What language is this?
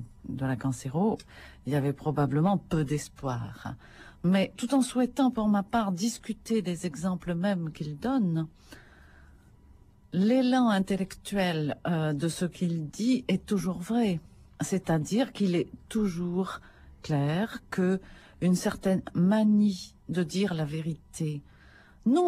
French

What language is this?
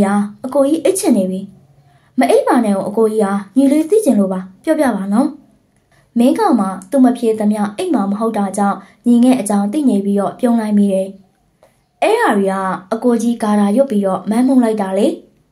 Burmese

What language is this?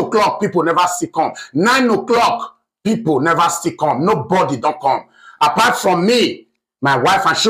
Nigerian Pidgin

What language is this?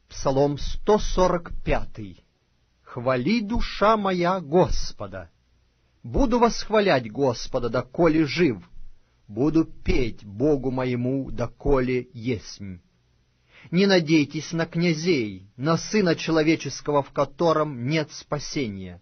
Russian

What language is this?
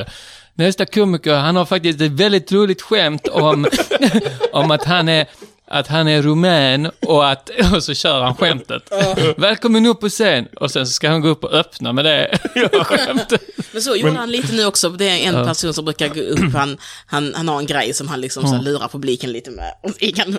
Swedish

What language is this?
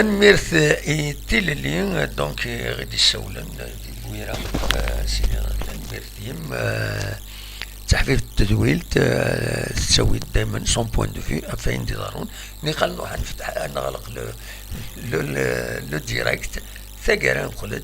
Kabyle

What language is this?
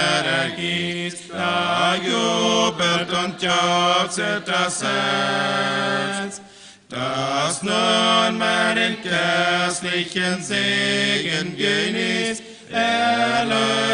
Plautdietsch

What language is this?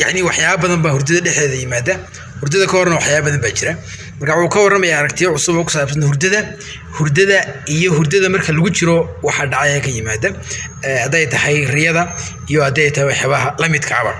Somali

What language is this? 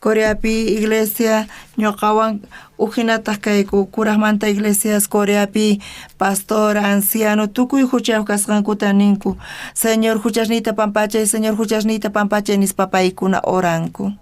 South Bolivian Quechua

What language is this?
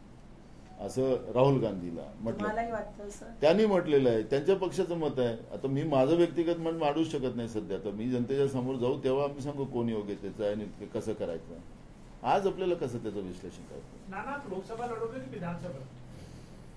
Marathi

